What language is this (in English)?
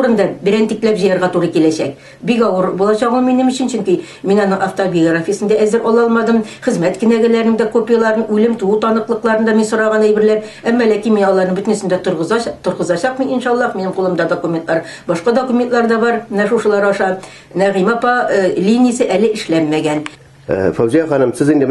Tatar